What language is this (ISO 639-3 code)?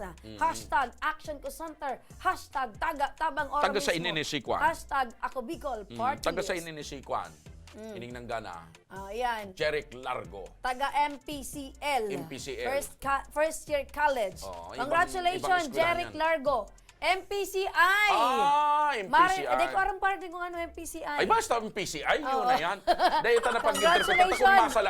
bik